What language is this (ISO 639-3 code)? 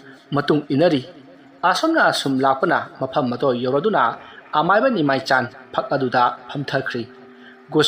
mni